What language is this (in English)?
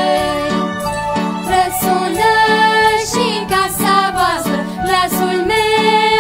Romanian